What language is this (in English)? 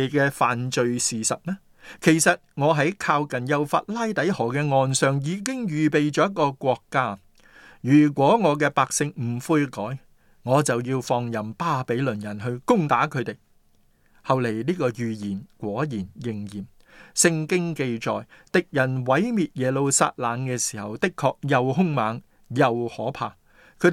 Cantonese